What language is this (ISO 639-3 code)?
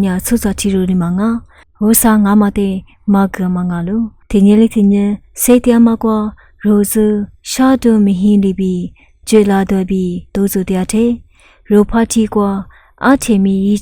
lis